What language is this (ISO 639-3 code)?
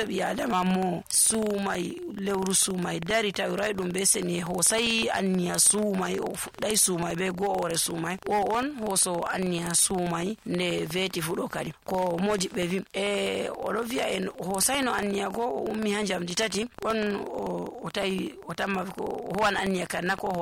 fuv